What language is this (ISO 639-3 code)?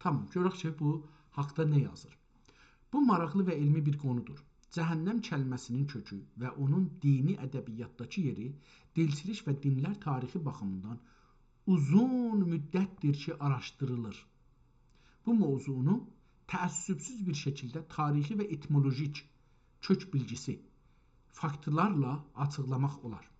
azb